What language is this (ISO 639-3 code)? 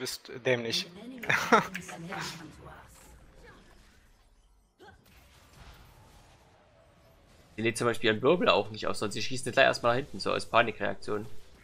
deu